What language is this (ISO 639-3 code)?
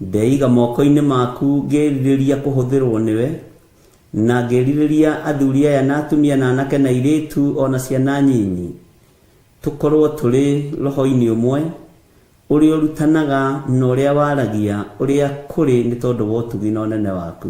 kik